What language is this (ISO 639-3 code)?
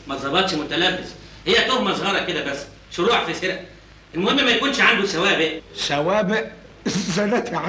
arz